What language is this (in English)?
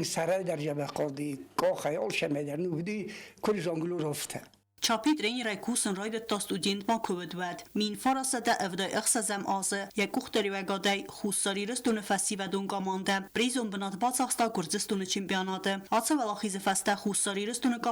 Ossetic